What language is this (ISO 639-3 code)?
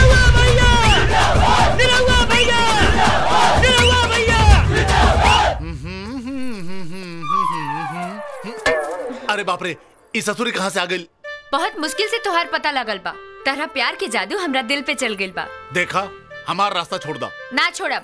bho